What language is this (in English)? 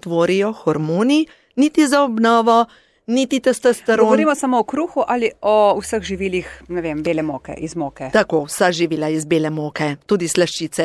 Slovenian